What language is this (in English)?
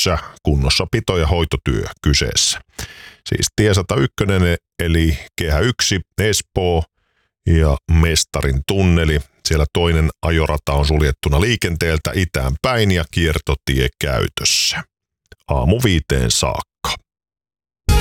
Finnish